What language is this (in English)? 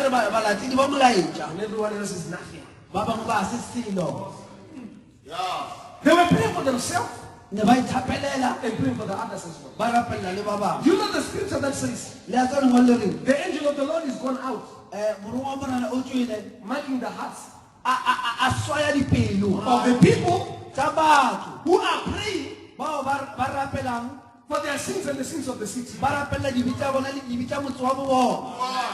Northern Sotho